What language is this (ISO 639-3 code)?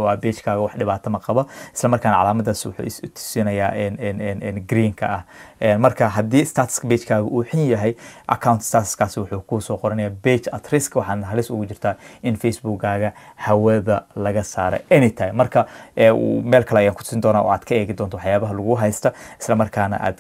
som